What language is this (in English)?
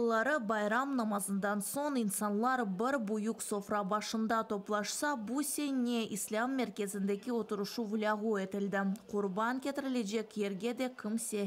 Crimean Tatar